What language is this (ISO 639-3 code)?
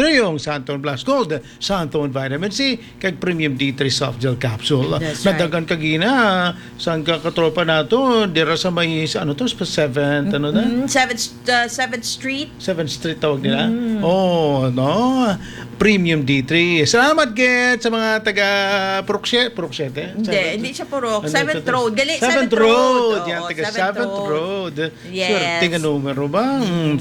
hil